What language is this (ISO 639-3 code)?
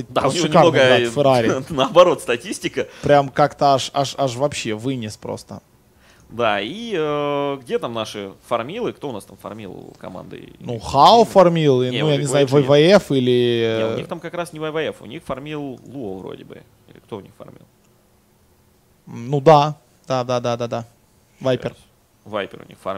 rus